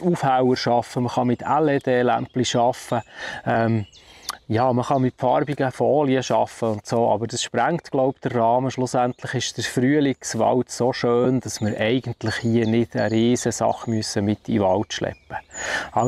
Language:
Swiss German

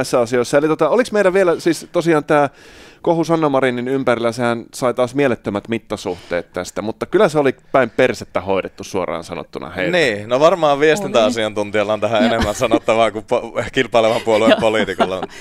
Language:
Finnish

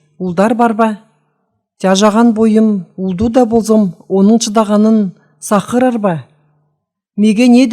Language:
Southern Altai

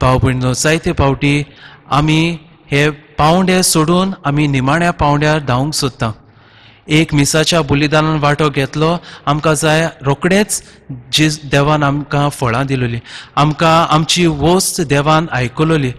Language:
Konkani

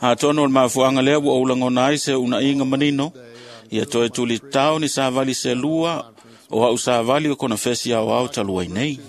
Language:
Samoan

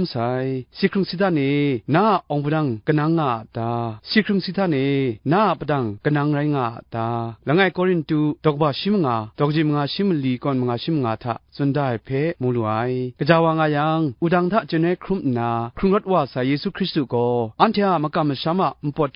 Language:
Kachin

